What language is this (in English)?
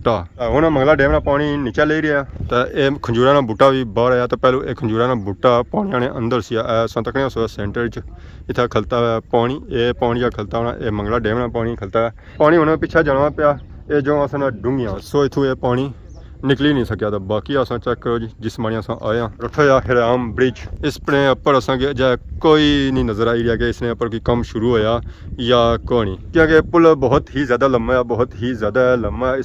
Pahari-Potwari